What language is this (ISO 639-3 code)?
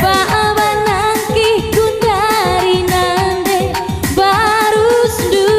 btx